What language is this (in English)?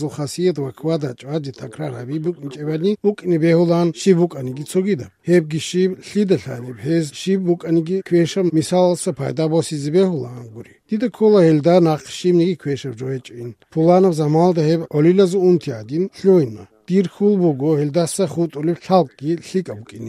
Avaric